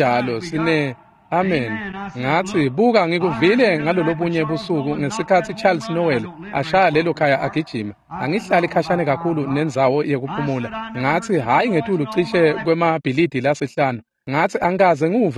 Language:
Swati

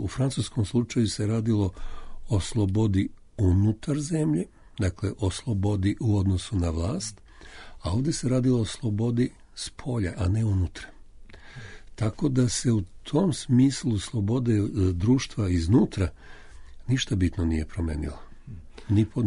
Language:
Serbian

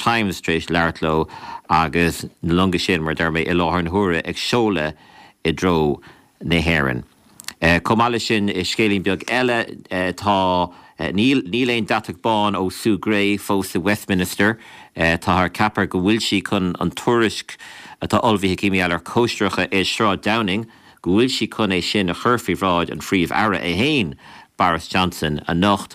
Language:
Irish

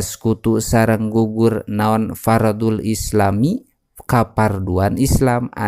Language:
Sundanese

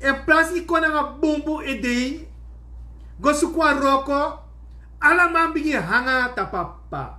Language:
Sranan Tongo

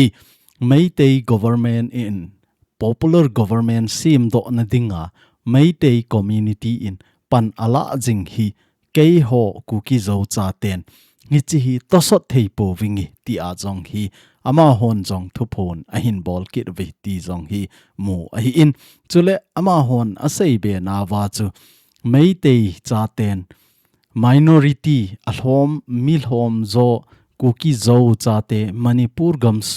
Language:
Thado Chin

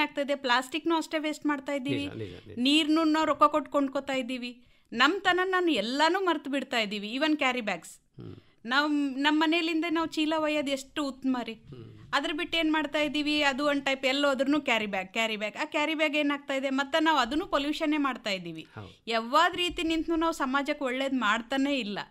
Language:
Kannada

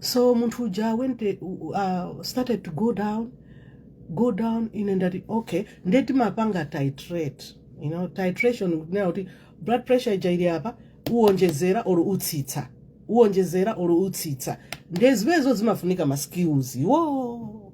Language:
Nyanja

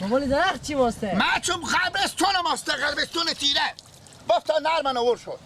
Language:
Persian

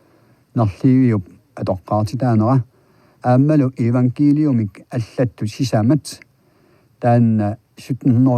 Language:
Kalaallisut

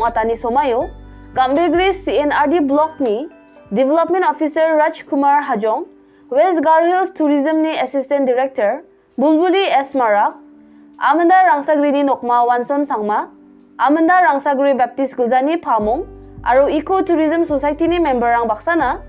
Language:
Garo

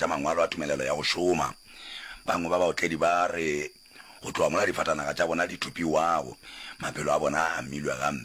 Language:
Northern Sotho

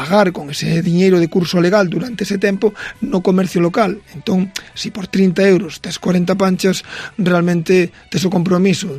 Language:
Galician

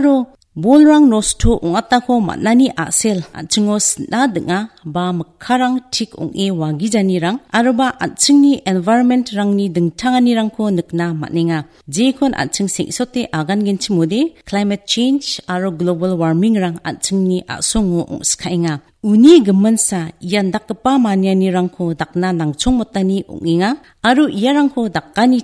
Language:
Garo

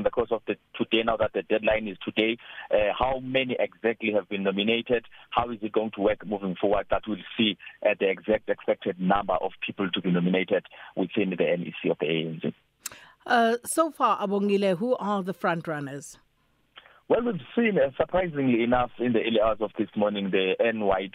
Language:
English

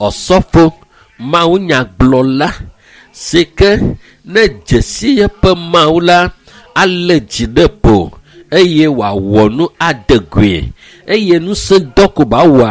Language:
Ewe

